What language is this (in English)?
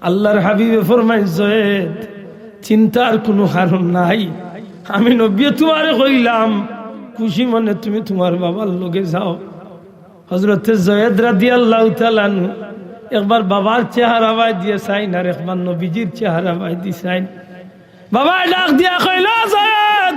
Sylheti